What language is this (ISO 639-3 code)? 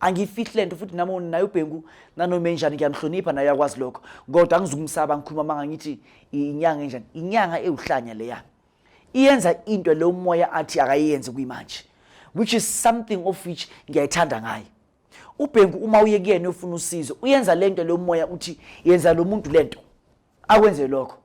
zul